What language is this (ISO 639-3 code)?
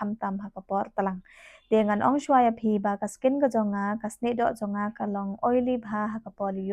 kha